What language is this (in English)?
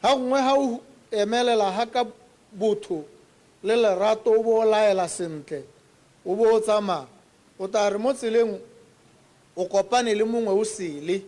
Tswana